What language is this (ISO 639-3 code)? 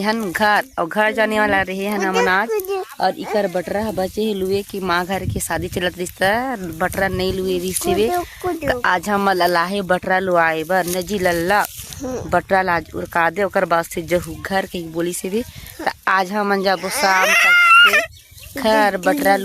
hne